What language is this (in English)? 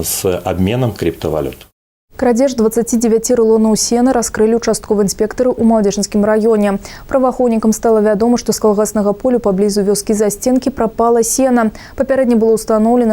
Belarusian